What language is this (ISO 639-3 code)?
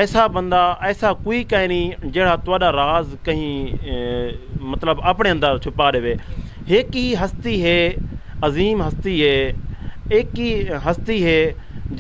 skr